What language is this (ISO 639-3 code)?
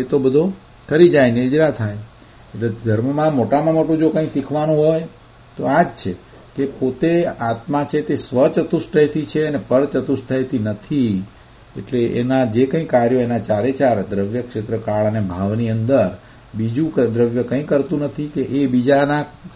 guj